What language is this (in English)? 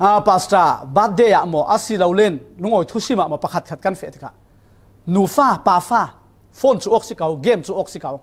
Falam Chin